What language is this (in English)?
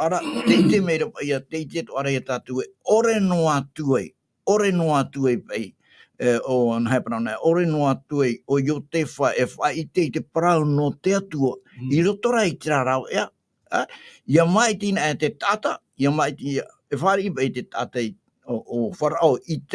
Tahitian